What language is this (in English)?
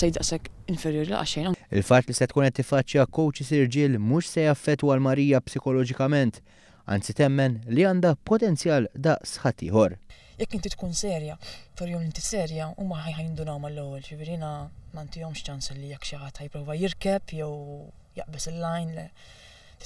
Maltese